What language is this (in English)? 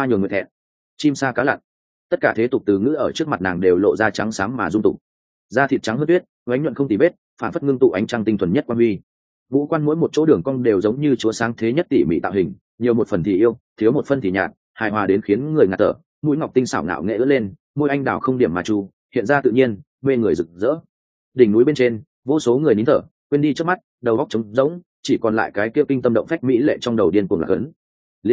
Vietnamese